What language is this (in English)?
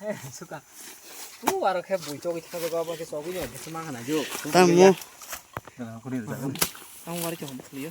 Kok Borok